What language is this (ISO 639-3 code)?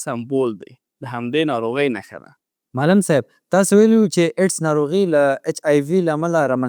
pus